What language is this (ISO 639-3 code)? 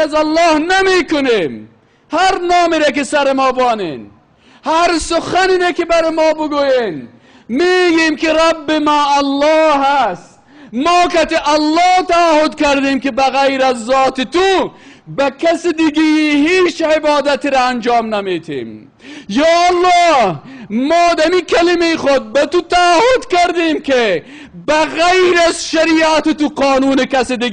fas